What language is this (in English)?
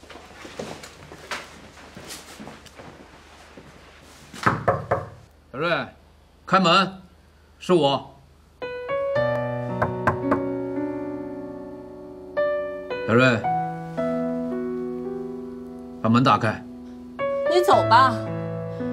Chinese